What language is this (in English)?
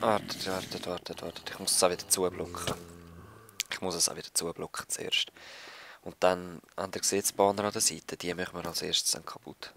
Swiss German